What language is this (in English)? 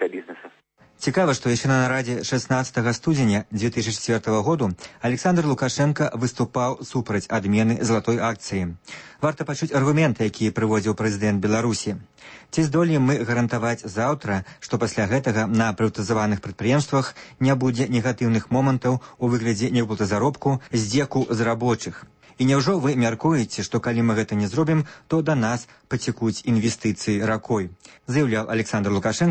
Belarusian